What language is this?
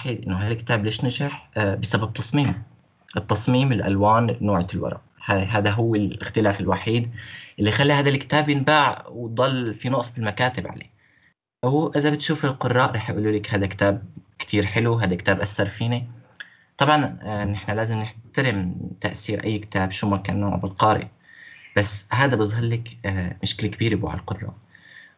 North Levantine Arabic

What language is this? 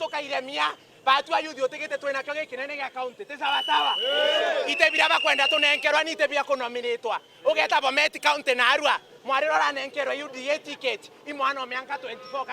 Meru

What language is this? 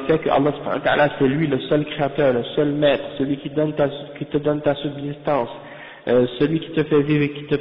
French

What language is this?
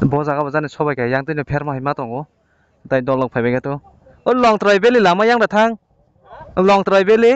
Kok Borok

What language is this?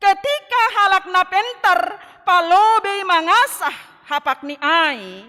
Batak Simalungun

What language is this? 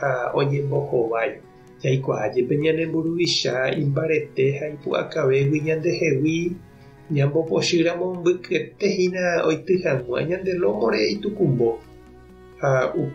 Guarani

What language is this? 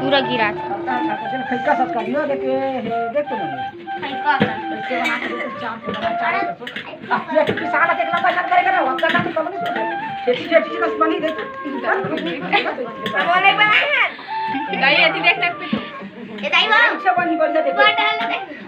Chhattisgarhi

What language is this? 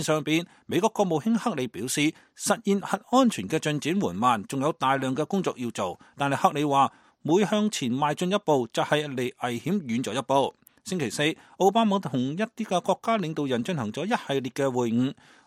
Cantonese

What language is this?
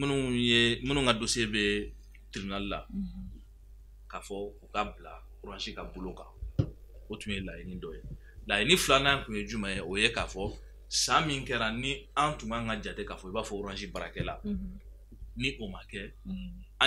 Bambara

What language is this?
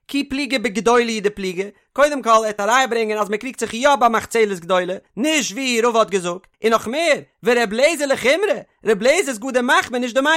Yiddish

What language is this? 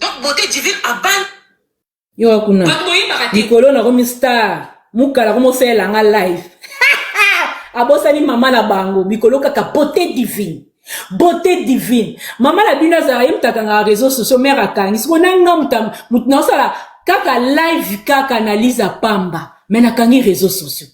Lingala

